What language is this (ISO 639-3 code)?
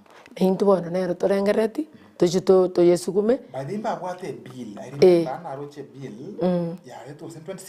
guz